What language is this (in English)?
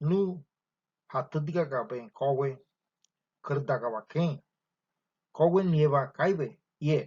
Ngäbere